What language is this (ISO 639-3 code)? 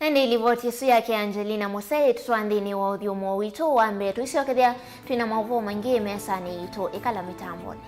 kam